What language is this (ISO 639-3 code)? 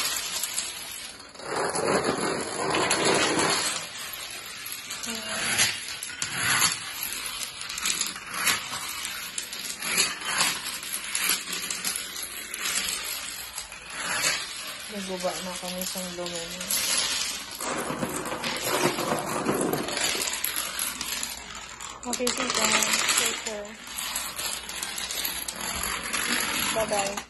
fil